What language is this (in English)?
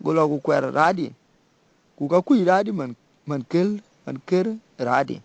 Dinka